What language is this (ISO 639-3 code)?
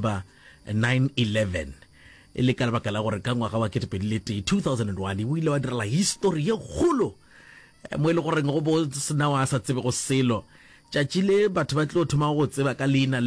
nso